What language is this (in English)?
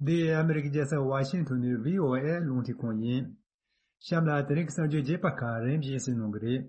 Tibetan